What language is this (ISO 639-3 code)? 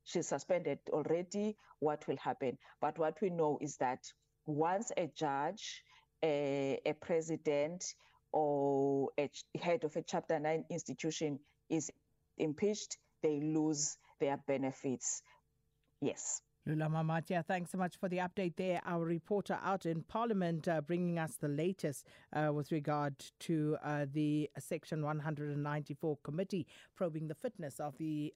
eng